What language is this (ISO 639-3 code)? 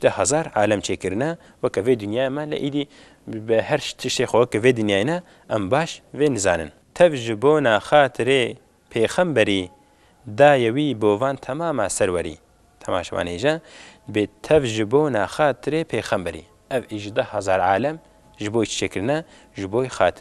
kur